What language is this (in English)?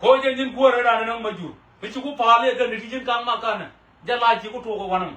Nuer